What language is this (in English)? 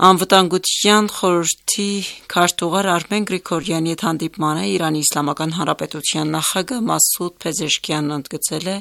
Armenian